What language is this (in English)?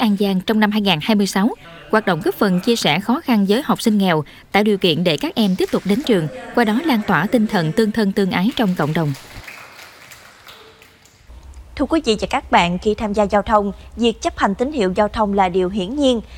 Vietnamese